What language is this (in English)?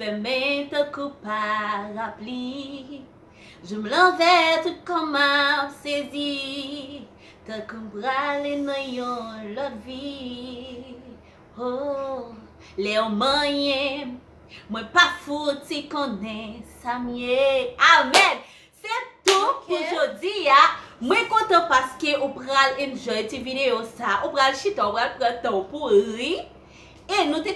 Haitian Creole